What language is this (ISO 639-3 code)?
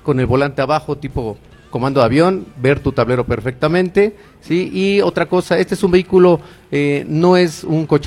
spa